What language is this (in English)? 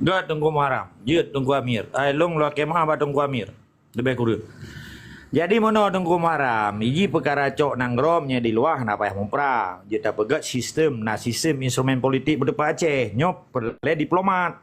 Achinese